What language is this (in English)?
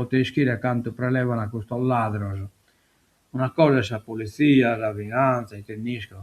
Sardinian